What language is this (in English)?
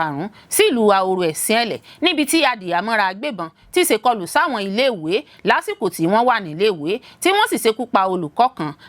Yoruba